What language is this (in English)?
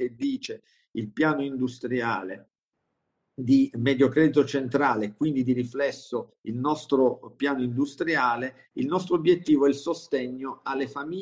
Italian